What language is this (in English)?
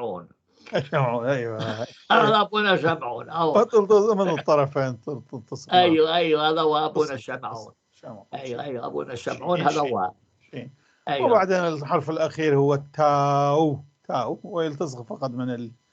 North Levantine Arabic